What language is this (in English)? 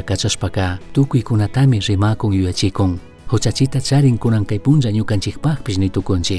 Chimborazo Highland Quichua